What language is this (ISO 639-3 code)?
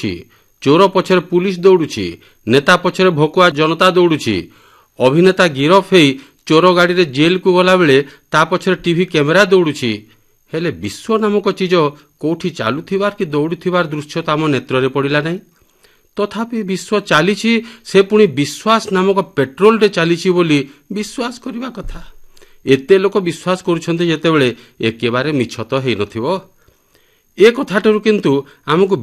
ori